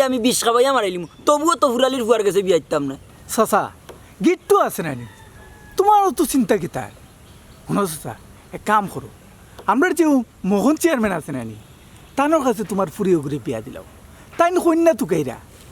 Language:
Sylheti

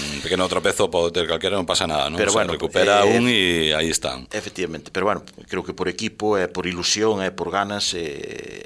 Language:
Galician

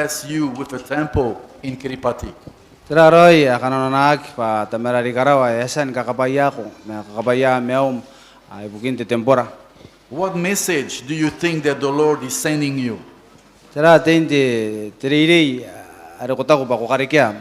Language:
Gilbertese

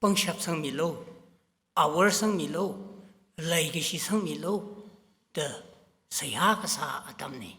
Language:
Tangkhul Naga (India)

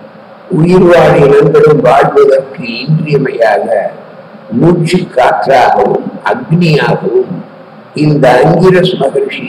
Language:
Tamil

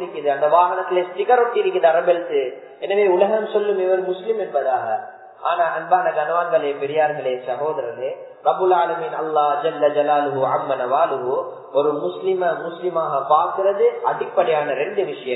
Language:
Tamil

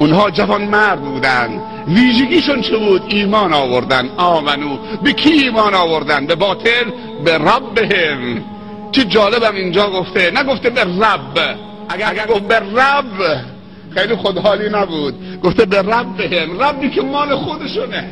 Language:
Tajik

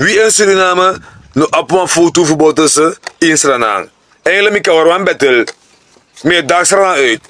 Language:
Sranan Tongo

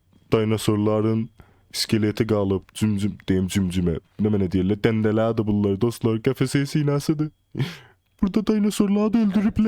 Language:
South Azerbaijani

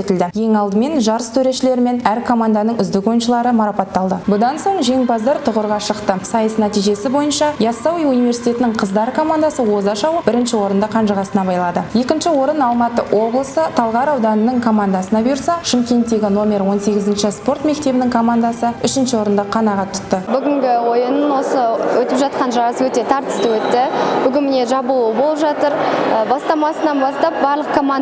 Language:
Kazakh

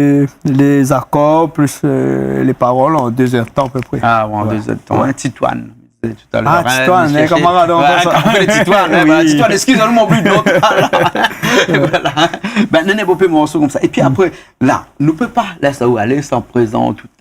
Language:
Réunion Creole French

